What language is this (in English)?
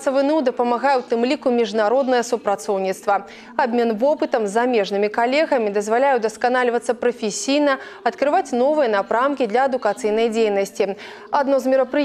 Belarusian